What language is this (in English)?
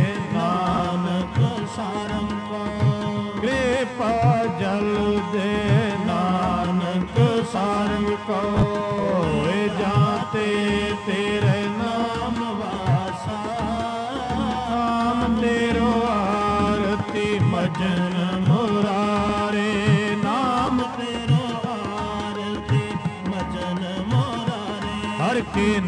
Punjabi